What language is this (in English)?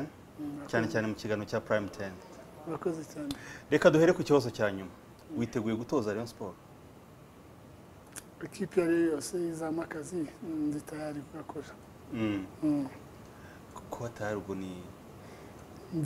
Kinyarwanda